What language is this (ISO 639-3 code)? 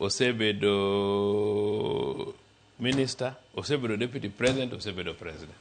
luo